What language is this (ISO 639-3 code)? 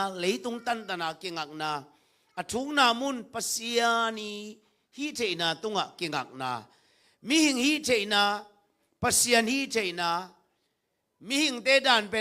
ctd